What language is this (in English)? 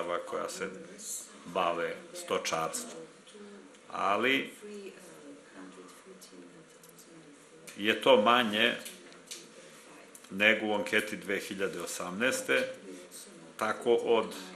Serbian